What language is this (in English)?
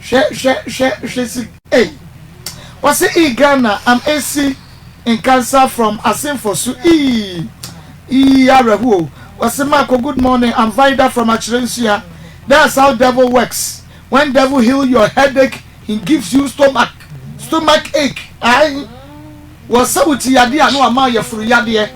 Akan